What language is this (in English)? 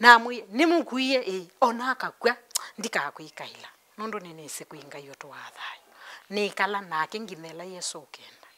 Kamba